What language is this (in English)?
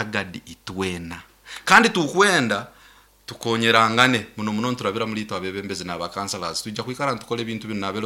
Nyoro